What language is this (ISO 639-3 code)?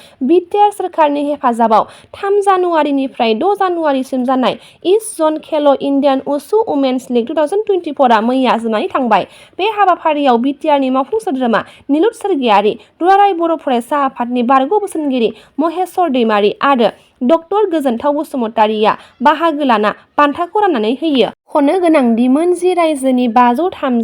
brx